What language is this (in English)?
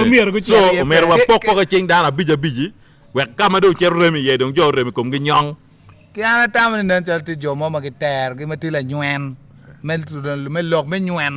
Acoli